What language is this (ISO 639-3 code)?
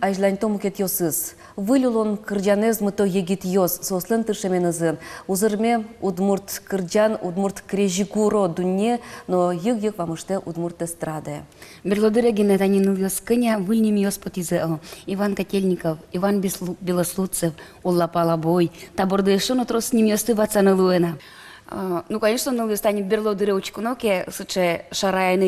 udm